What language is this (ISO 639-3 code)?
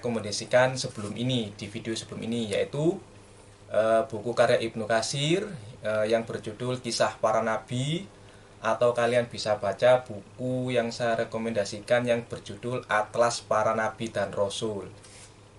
ind